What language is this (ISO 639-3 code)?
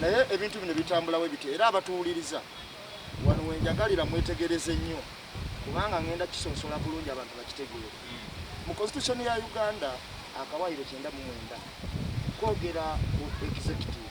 lug